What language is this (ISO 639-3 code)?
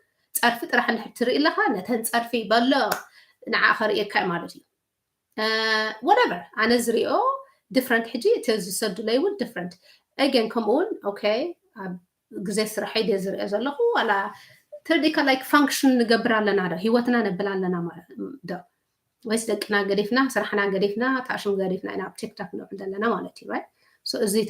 tir